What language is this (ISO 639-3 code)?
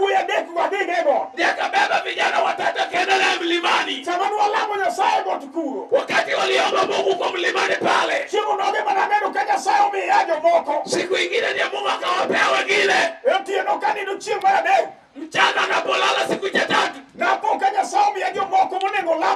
luo